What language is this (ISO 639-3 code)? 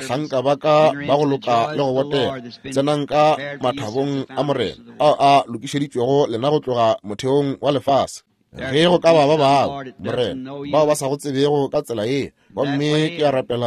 nso